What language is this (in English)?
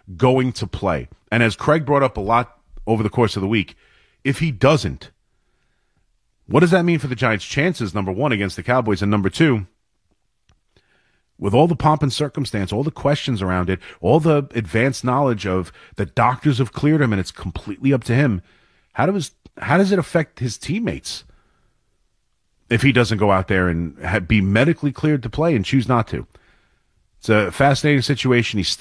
English